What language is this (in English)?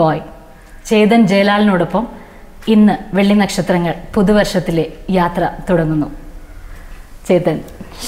Malayalam